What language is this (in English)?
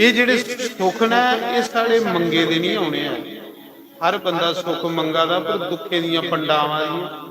Dogri